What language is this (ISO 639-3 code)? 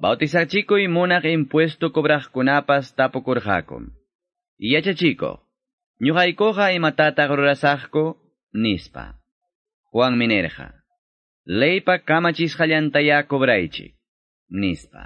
que